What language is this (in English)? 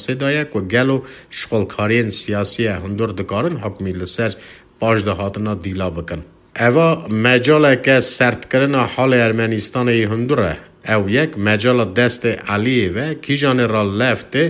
Kurdish